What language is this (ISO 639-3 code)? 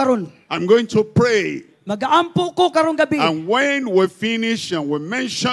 ceb